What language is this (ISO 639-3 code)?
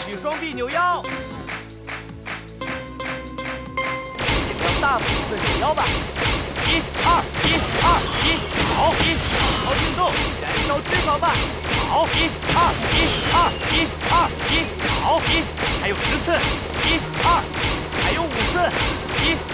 zho